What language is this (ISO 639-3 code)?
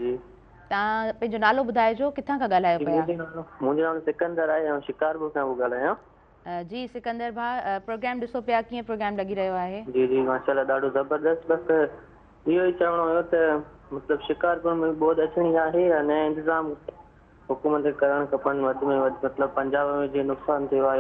snd